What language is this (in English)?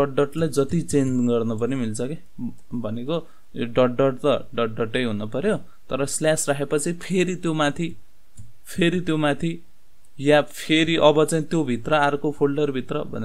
Nepali